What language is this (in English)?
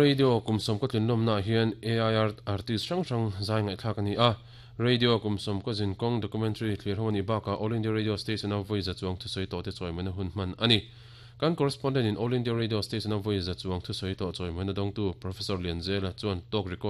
Mizo